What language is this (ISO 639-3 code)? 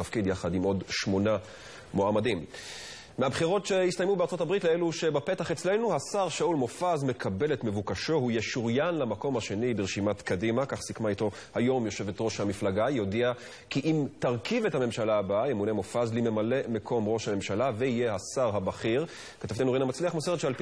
heb